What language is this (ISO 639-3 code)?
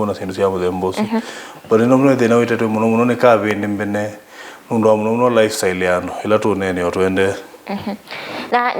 kam